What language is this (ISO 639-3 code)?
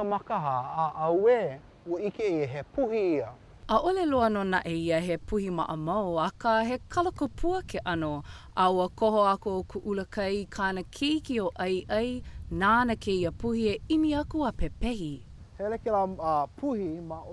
haw